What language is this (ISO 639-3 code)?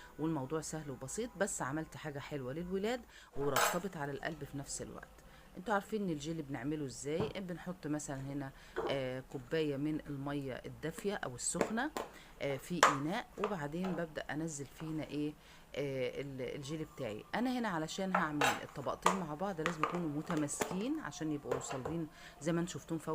arz